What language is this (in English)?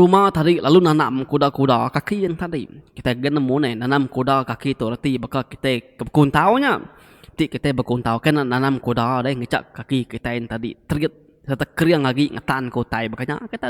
Iban